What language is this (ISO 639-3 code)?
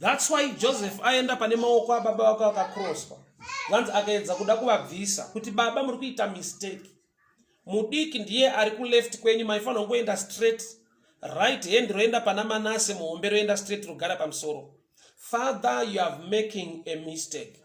sna